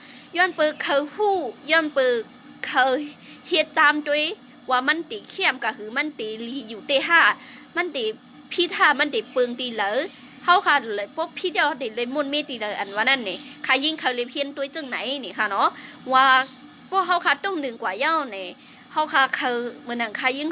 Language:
Shan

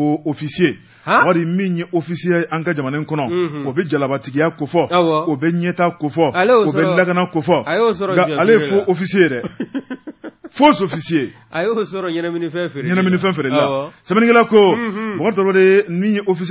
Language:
Bambara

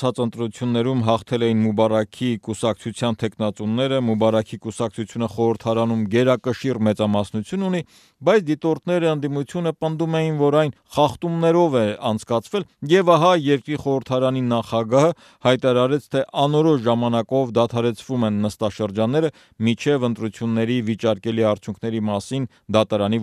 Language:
Armenian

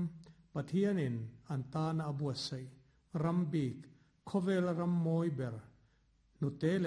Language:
Mizo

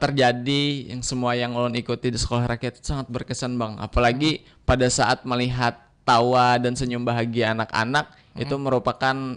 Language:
Banjar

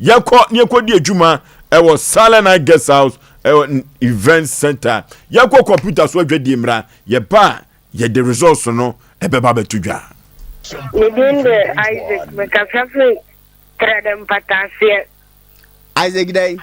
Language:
Akan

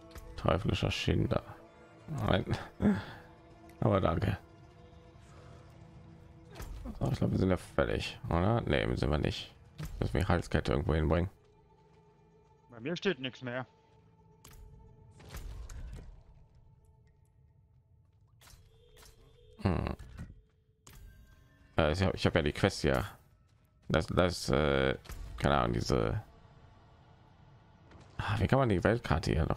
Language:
German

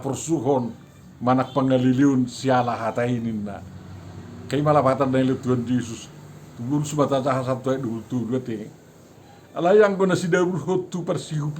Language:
Batak Toba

